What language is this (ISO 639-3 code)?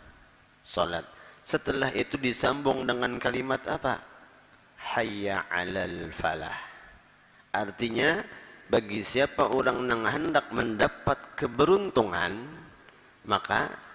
bjn